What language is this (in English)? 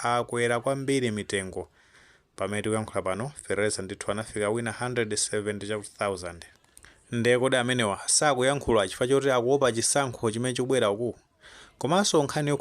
Nyanja